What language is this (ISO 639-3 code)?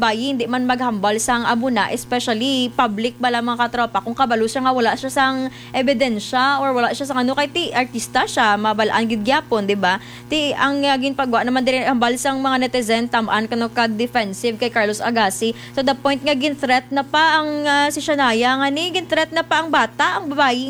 hil